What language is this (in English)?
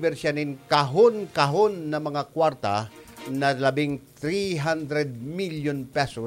Bikol